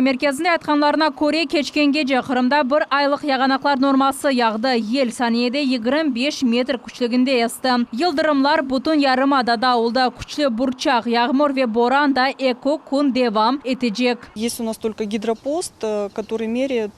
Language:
Crimean Tatar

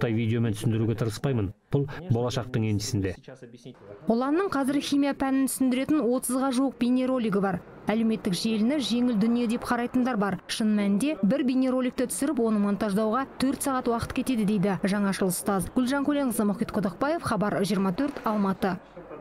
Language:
Kazakh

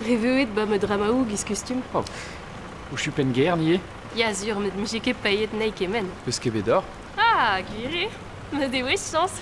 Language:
Breton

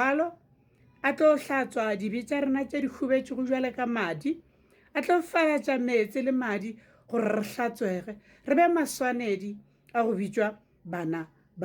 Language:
Northern Sotho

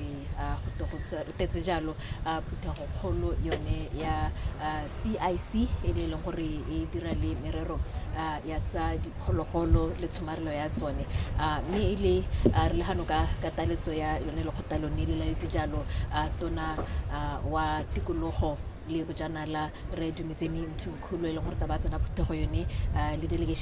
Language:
Tswana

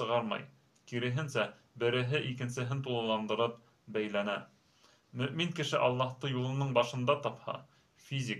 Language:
Bashkir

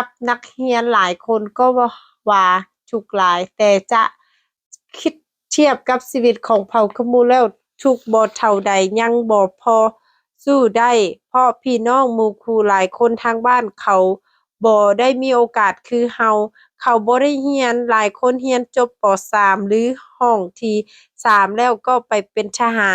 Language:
Lao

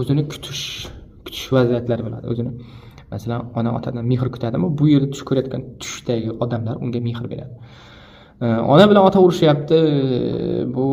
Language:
Uzbek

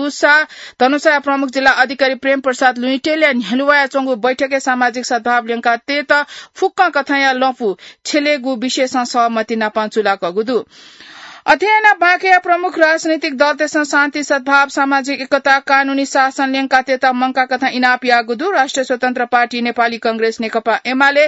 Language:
Newari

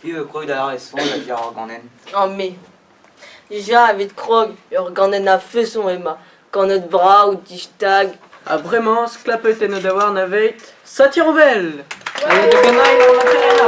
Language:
Breton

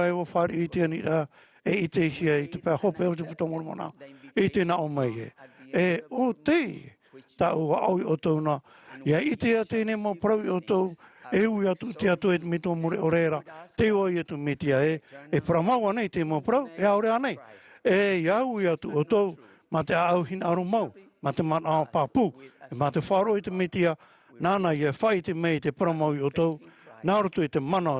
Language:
Tahitian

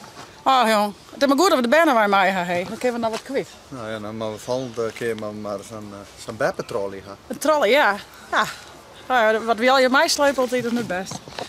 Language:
Western Frisian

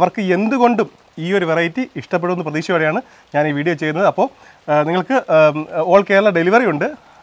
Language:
Malayalam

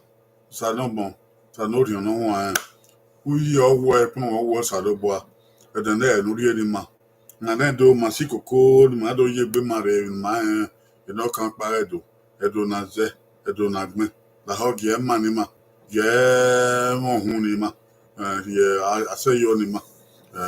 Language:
Bini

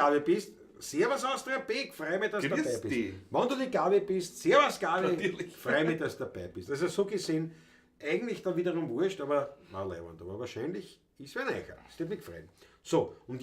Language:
Bavarian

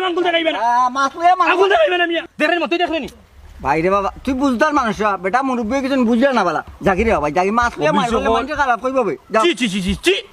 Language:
Sylheti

